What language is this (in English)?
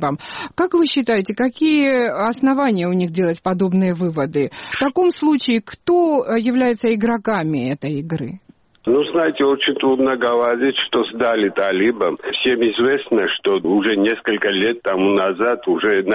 Russian